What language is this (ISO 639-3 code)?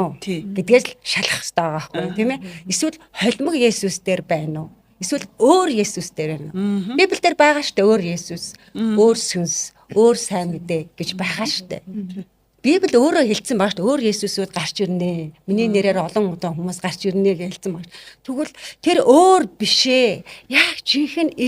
mon